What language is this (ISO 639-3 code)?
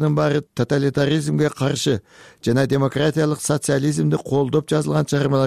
kir